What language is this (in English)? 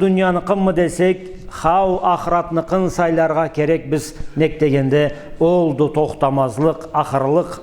Karachay-Balkar